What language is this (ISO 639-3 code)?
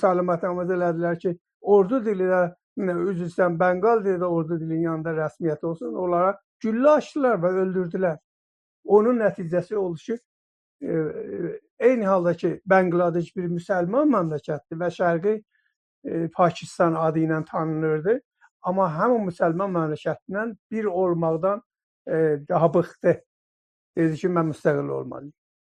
azb